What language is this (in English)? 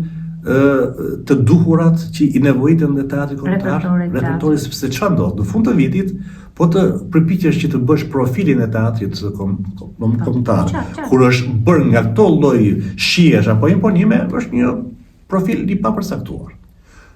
Albanian